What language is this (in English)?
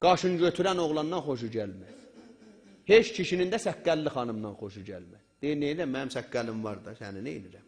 South Azerbaijani